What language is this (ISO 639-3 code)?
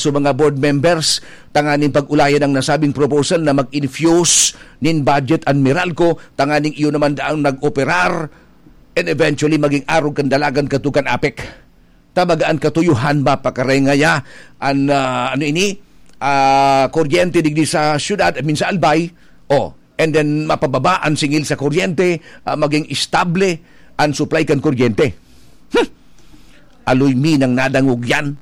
bik